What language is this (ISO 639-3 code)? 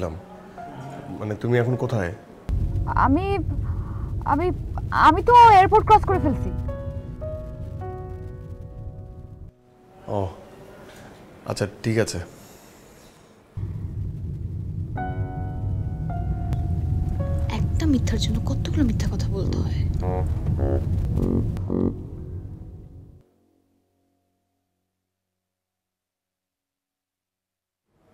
ben